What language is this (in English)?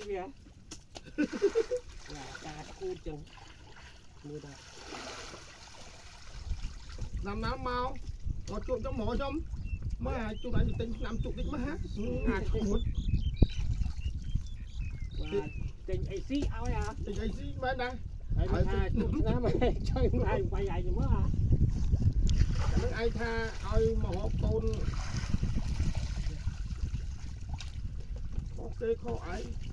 Vietnamese